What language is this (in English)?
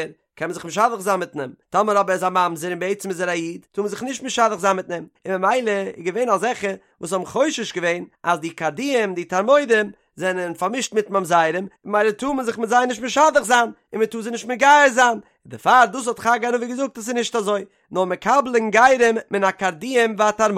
Yiddish